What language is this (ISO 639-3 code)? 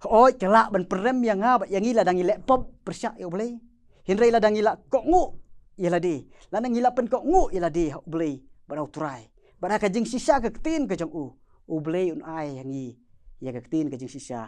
kha